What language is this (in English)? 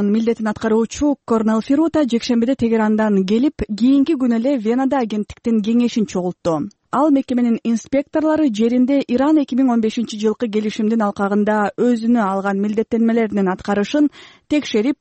Kyrgyz